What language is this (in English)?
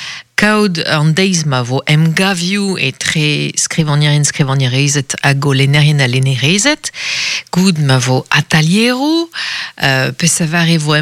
Breton